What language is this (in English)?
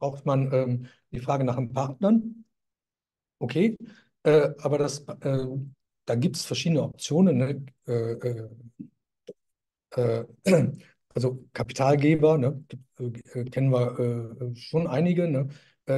German